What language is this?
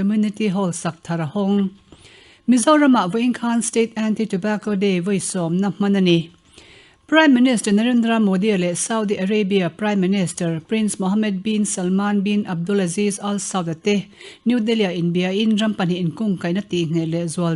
Mizo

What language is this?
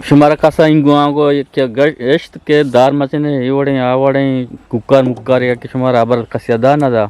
Eastern Balochi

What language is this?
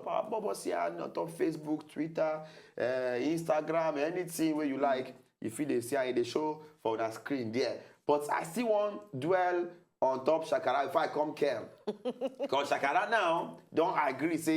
Nigerian Pidgin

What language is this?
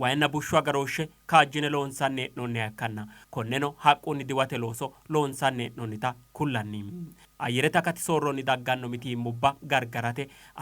Sidamo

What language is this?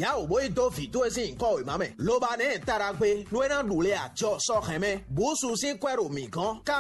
Fon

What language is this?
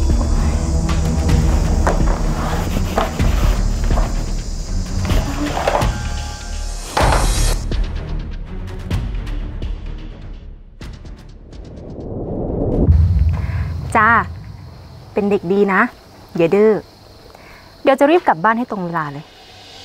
Thai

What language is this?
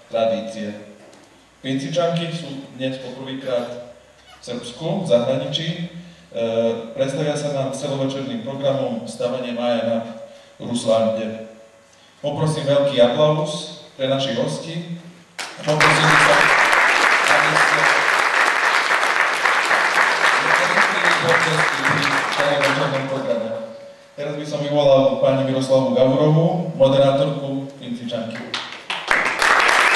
Slovak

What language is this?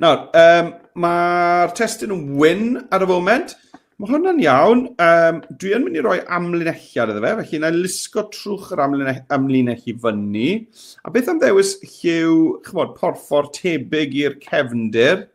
Welsh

